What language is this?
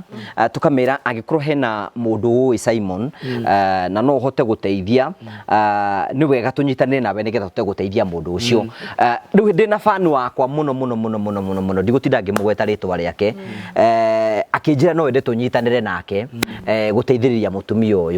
Kikuyu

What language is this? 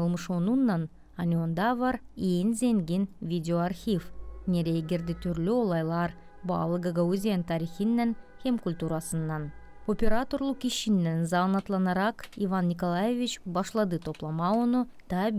Gagauz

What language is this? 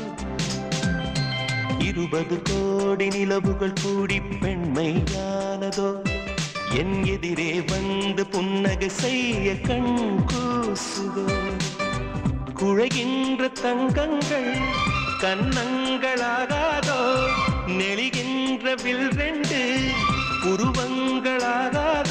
Tamil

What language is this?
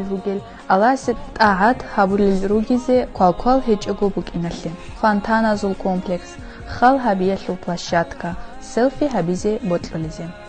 Avaric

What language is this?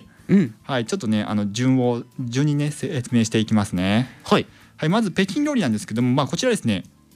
Japanese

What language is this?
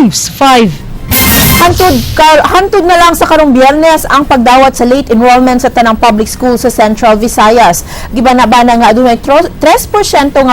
Cebuano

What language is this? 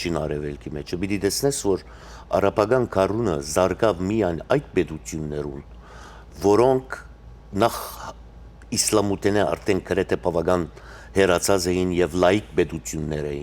Western Armenian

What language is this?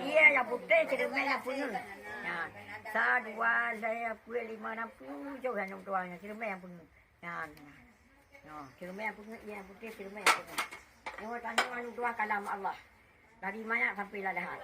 Achinese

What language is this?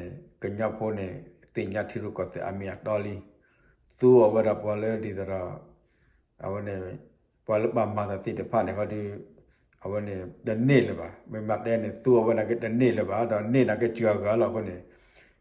S'gaw Karen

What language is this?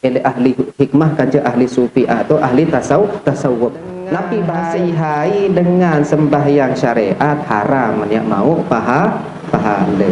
Sasak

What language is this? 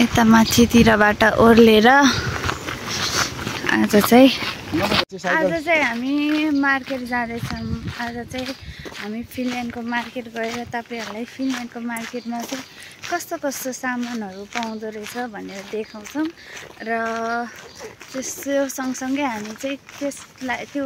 Nepali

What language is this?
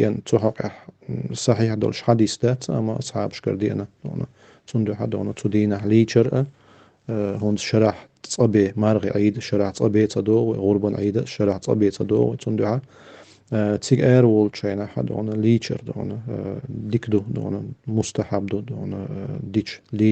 Chechen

